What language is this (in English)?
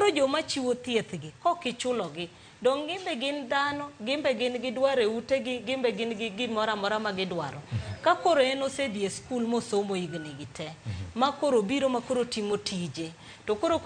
Luo (Kenya and Tanzania)